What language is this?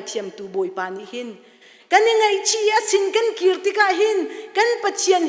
Hakha Chin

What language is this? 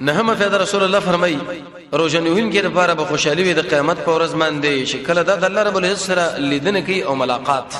Pashto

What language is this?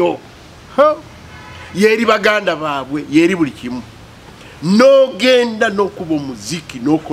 Ganda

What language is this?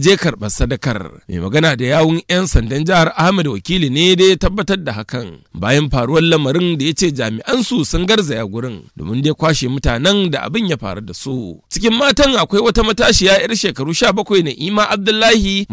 Hausa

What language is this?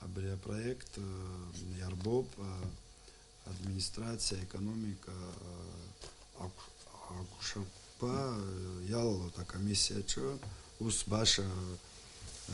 Abkhazian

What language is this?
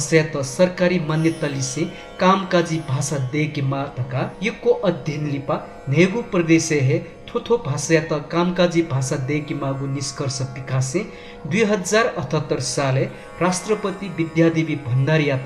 Newari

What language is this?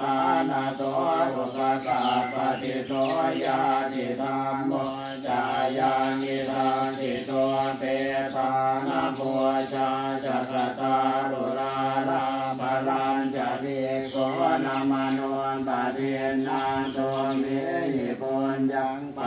Pali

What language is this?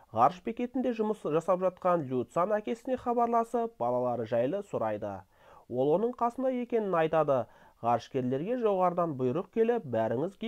Kazakh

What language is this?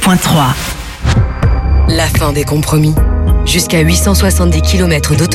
French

